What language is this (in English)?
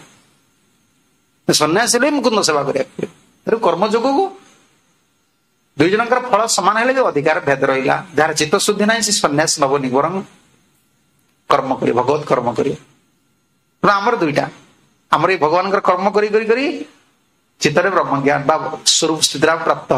Odia